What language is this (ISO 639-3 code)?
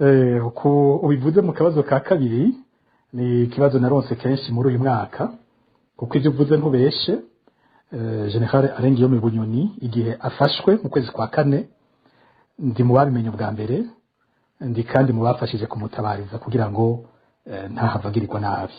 run